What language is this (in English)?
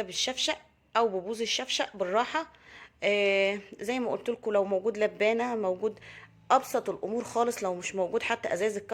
Egyptian Arabic